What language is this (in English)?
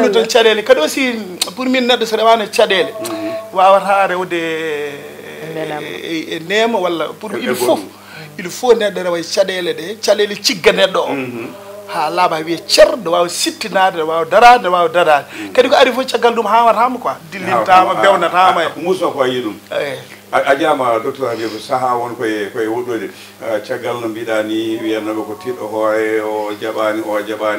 Fula